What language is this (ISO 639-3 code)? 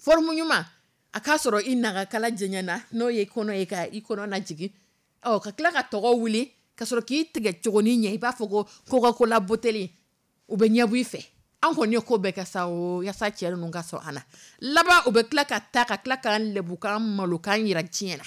dyu